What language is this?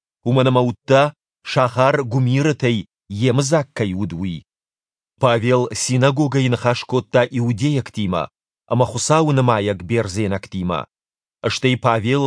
Ossetic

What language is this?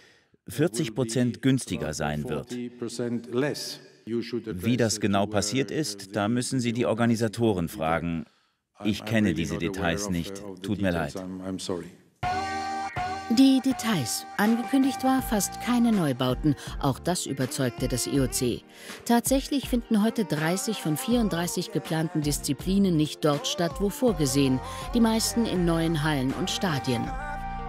German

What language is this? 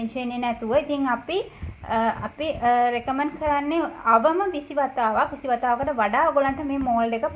Sinhala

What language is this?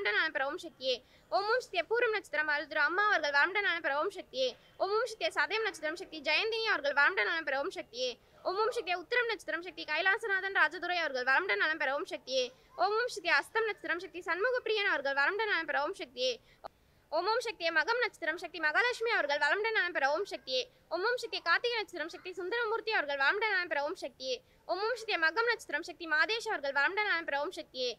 Tamil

